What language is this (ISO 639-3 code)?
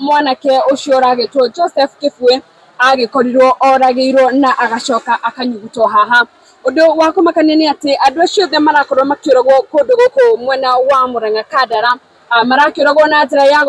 kik